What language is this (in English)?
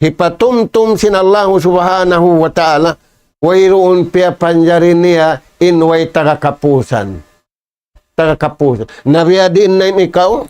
Tausug